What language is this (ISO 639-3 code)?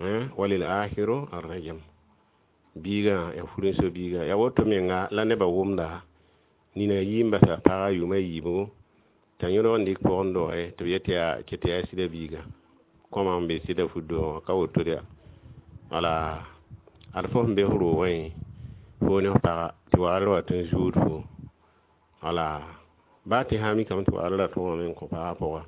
mos